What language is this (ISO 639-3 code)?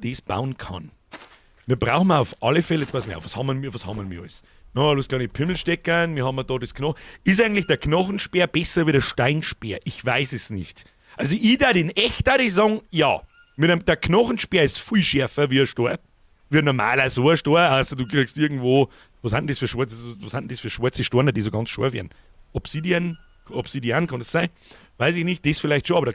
bar